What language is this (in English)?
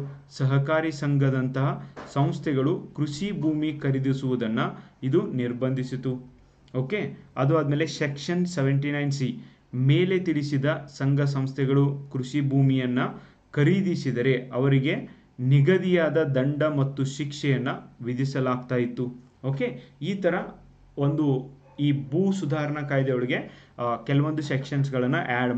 Kannada